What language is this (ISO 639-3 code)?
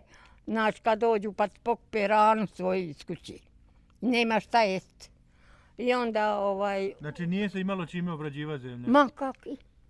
bos